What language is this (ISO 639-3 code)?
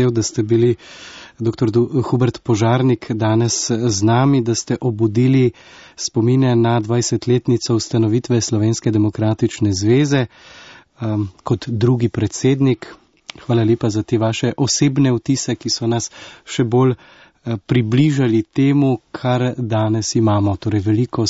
slv